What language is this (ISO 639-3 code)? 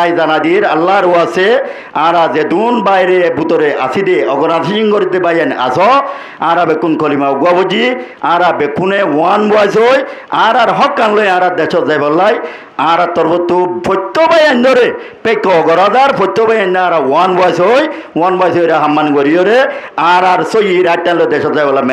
rhg